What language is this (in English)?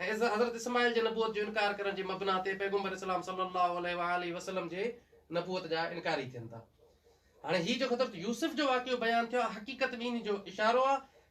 Sindhi